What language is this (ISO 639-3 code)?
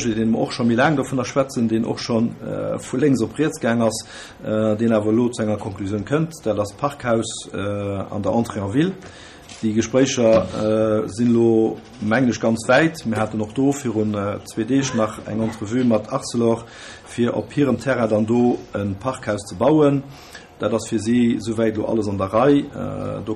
ltz